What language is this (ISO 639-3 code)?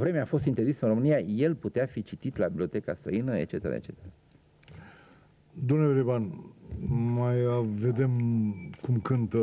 ron